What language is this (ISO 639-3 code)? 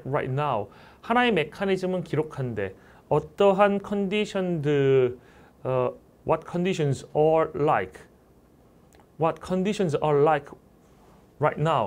kor